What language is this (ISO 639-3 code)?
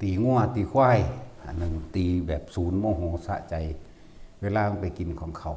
tts